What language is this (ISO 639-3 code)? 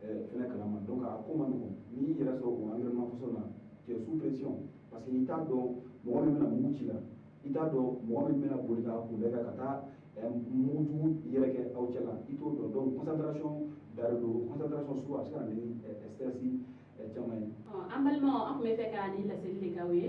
bam